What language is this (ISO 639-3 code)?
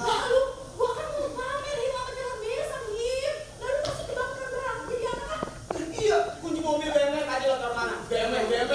bew